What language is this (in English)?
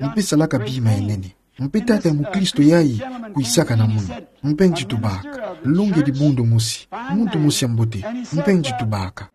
Kituba (Democratic Republic of Congo)